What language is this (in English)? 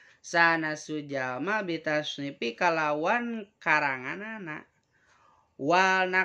Sundanese